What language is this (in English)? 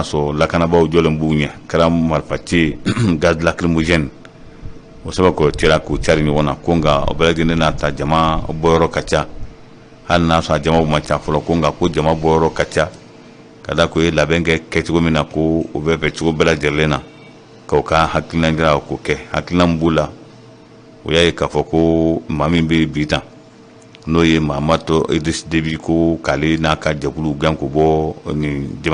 Bambara